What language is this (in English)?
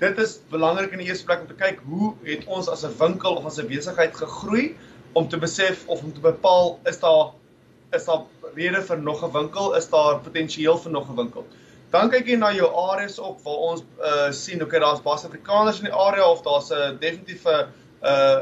Afrikaans